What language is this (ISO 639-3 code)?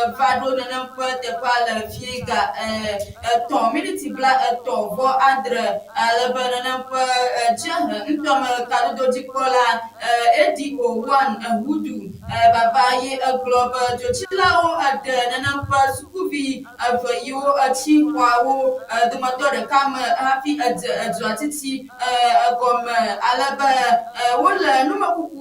ewe